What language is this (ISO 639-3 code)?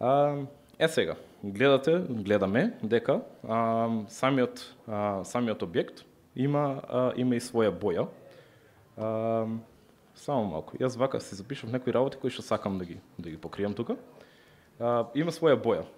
mkd